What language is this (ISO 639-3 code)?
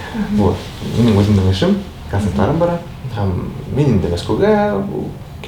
bak